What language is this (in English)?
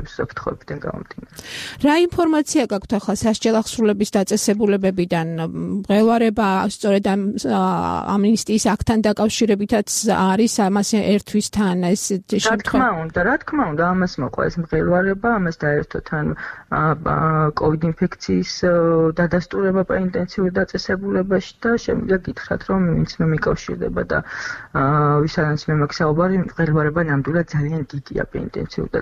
Georgian